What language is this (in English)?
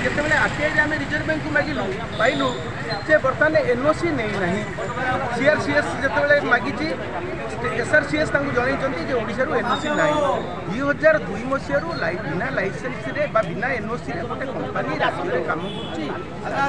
Odia